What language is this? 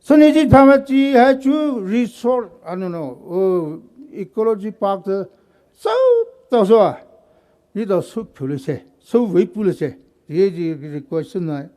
Poumei Naga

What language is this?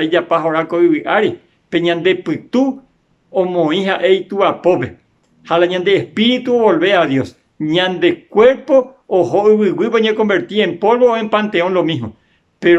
Guarani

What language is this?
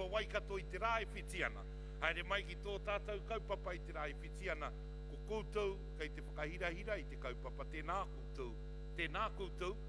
Māori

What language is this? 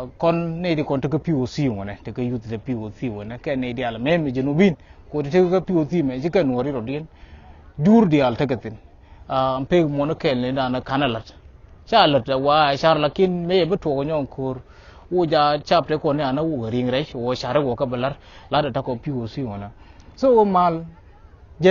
Nuer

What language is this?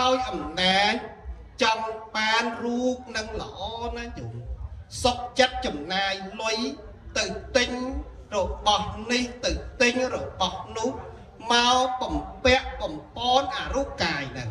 Khmer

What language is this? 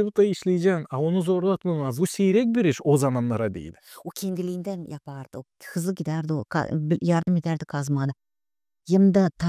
Gagauz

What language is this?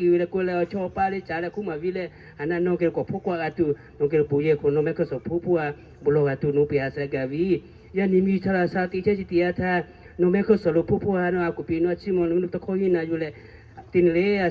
Lahu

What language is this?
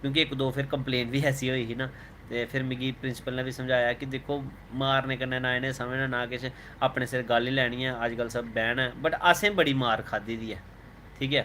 Dogri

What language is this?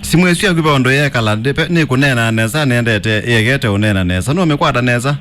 Kamba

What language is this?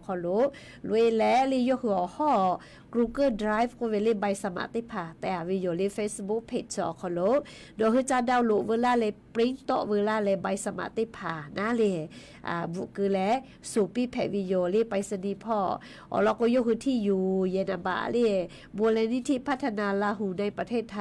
Lahu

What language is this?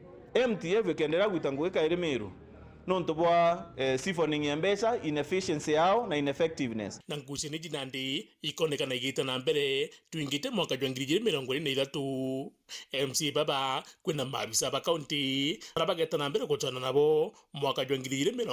Meru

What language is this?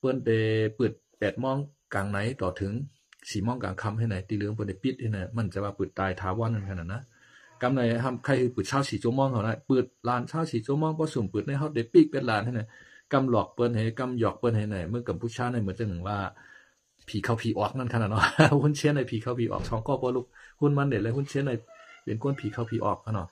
Shan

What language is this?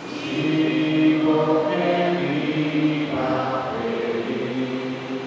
Papiamento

